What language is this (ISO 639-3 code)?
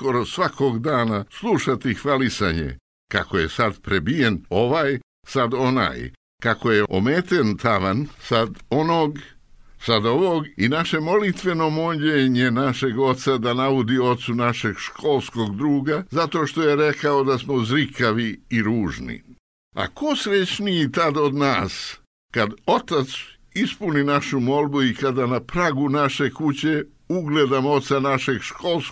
srp